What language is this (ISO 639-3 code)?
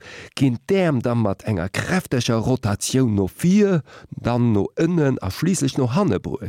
ltz